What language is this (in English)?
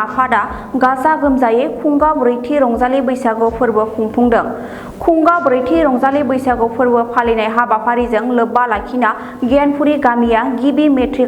Bodo